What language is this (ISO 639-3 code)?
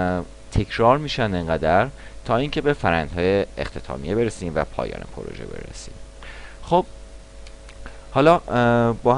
fas